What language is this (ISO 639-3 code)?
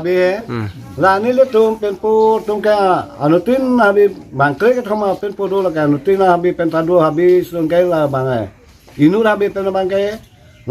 mjw